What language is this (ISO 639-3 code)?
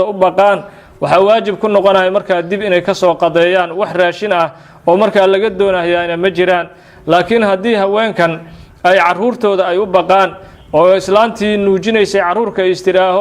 som